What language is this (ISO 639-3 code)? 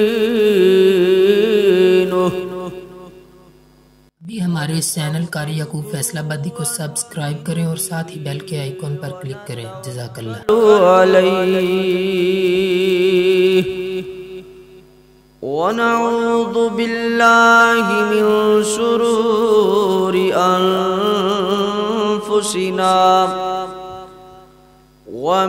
urd